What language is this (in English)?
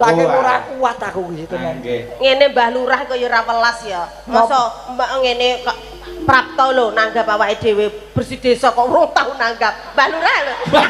Javanese